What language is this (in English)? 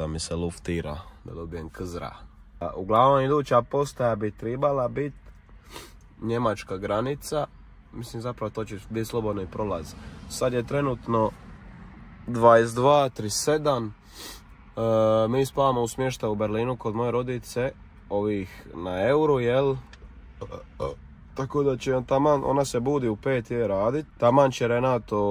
Croatian